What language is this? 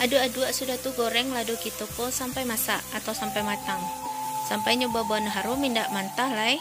Minangkabau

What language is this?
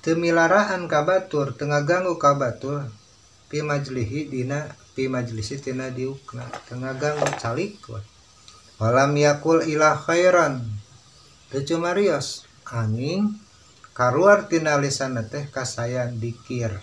Sundanese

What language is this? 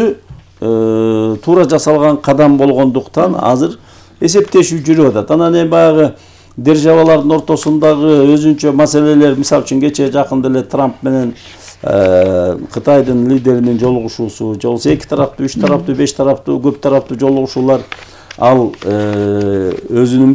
Kyrgyz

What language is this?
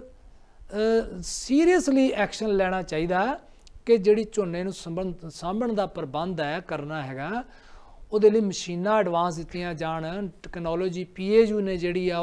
Punjabi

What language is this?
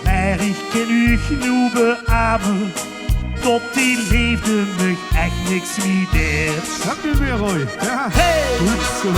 Limburgish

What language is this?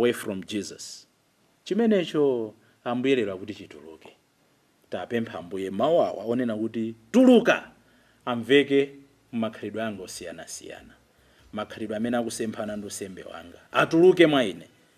Nyanja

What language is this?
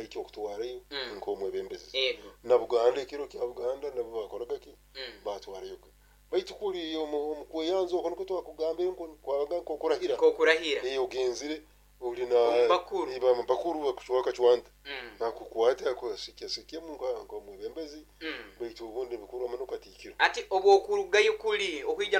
Nyoro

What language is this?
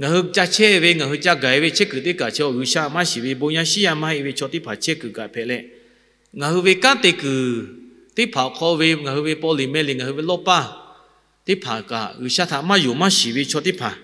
Lahu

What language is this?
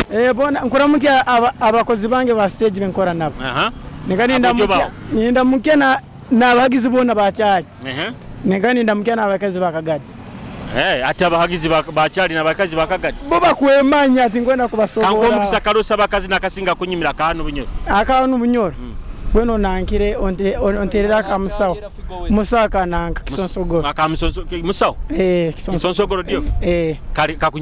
Nyoro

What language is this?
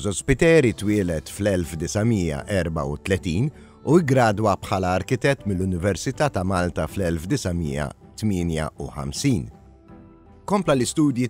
Maltese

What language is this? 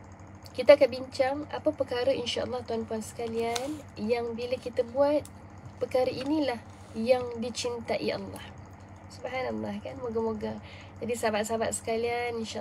Malay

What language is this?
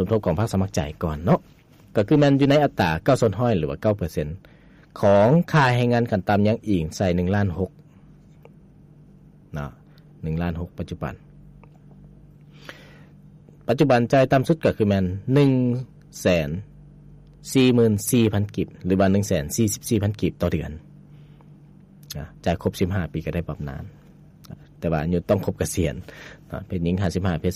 Lao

